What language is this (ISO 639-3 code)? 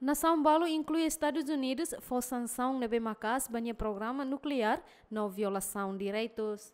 tet